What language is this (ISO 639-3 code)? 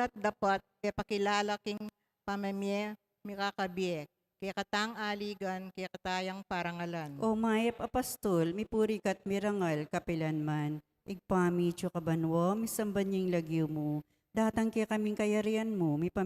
pam